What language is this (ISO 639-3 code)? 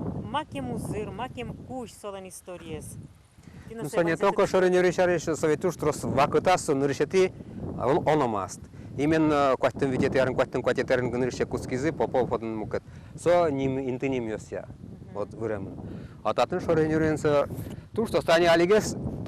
udm